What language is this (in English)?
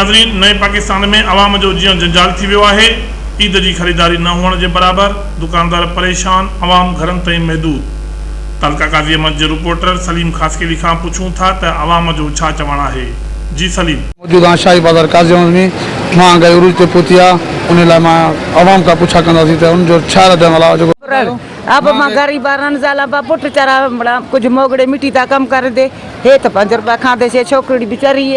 Sindhi